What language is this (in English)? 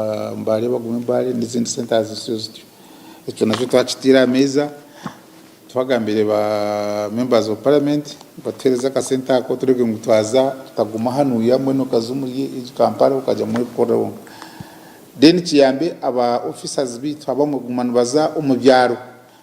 Nyankole